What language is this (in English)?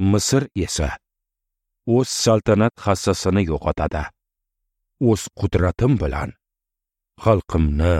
Uzbek